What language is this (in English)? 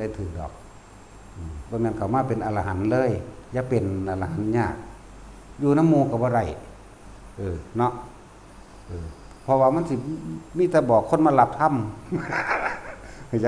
Lao